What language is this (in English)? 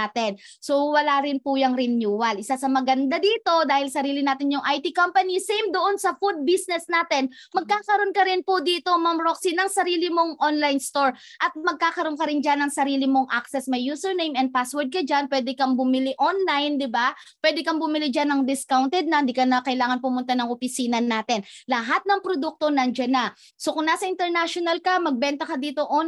Filipino